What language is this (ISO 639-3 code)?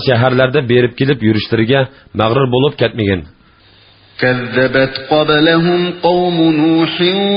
uig